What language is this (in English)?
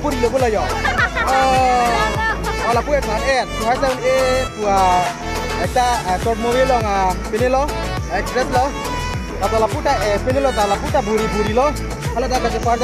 Karbi